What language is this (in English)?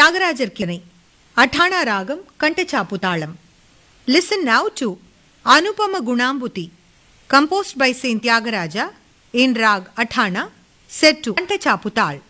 Tamil